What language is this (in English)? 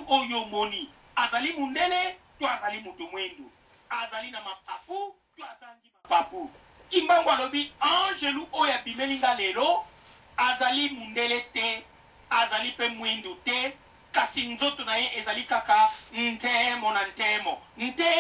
Lingala